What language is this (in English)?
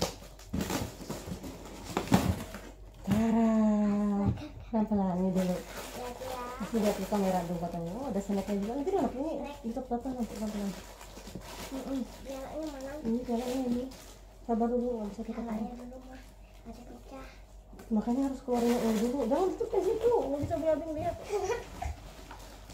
Indonesian